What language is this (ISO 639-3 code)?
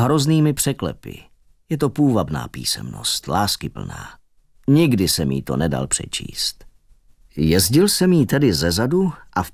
ces